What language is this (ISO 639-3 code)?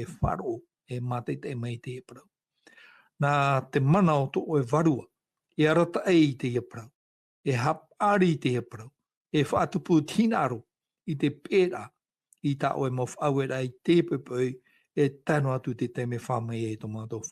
tah